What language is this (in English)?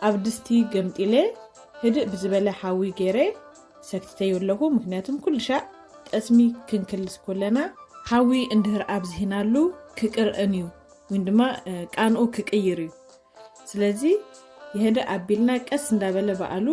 Tigrinya